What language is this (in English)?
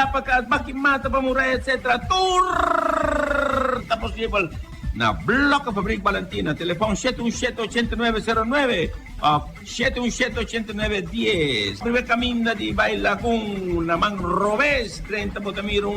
Papiamento